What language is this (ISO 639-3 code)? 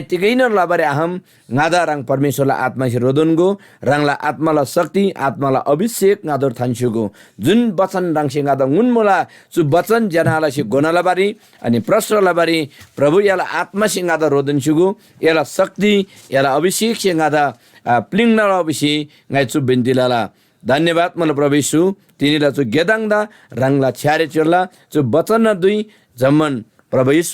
taj